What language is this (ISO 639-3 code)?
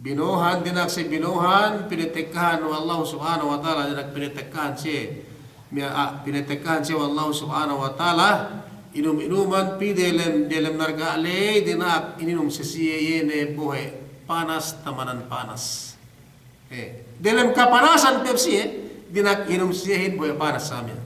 yka